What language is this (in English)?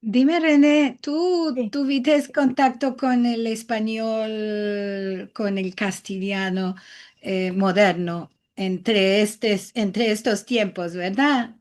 Ladino